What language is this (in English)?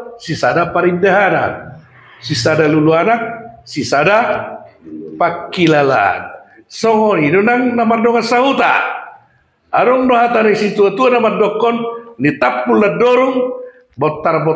Batak Toba